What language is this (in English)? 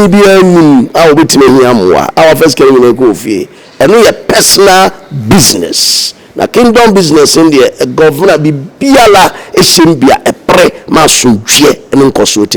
Akan